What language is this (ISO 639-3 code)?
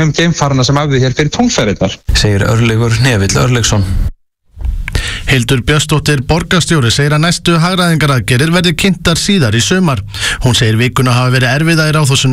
isl